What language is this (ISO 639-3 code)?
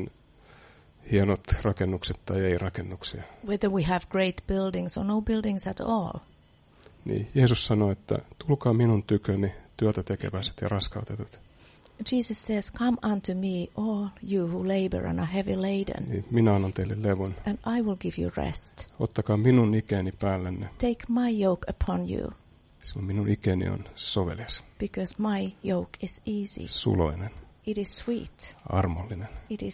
fin